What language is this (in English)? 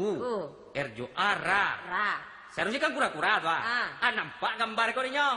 Minangkabau